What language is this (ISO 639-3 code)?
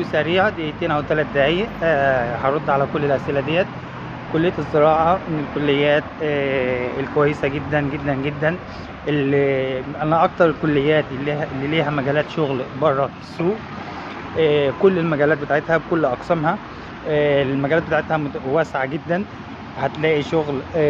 arz